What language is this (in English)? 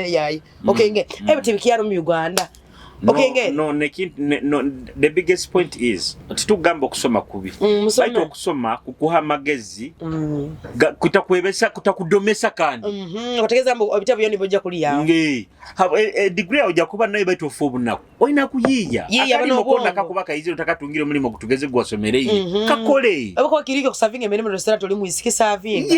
Nyoro